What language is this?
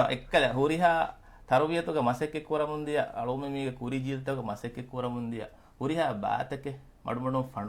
Divehi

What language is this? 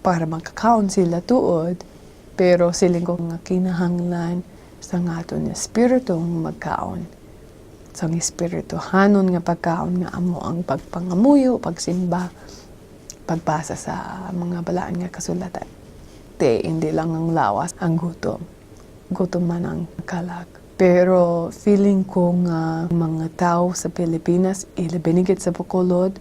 Hiligaynon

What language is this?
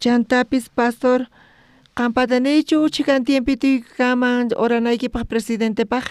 South Bolivian Quechua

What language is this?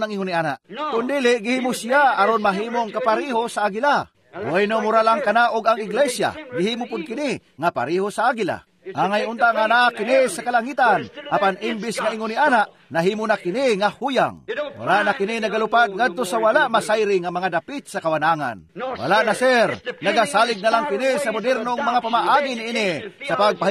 Cebuano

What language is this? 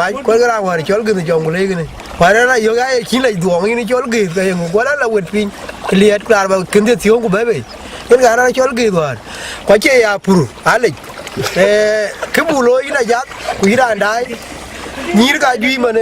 Dinka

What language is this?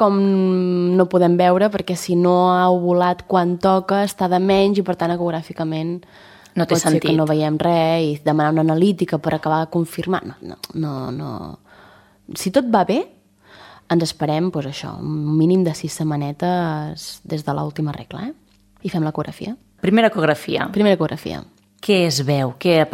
Catalan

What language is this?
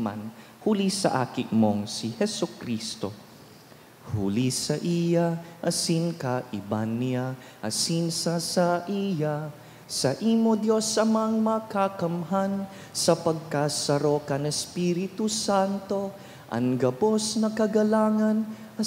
Bikol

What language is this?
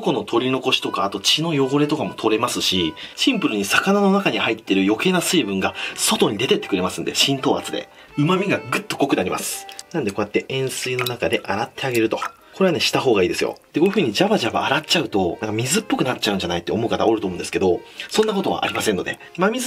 Japanese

